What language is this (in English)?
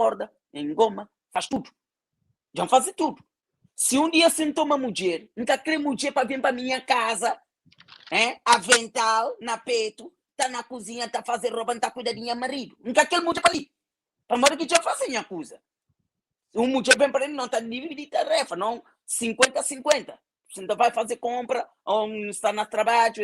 Kabuverdianu